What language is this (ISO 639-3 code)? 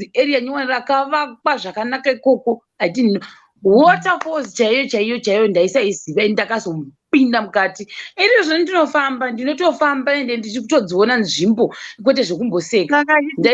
sna